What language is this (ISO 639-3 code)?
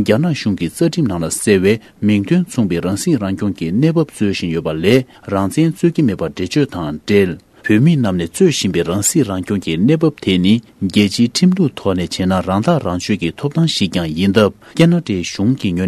bod